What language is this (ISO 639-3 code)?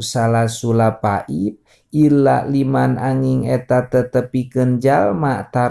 sun